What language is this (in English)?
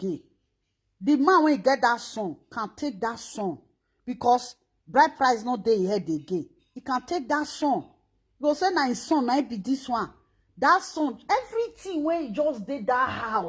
Nigerian Pidgin